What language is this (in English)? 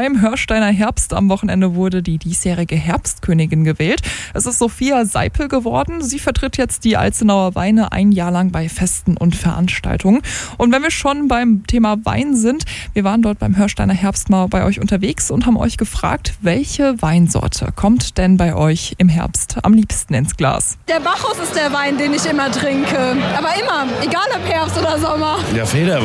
German